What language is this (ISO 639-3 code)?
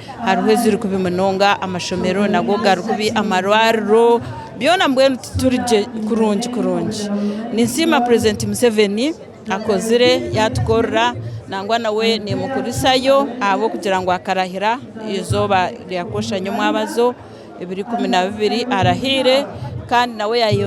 nyn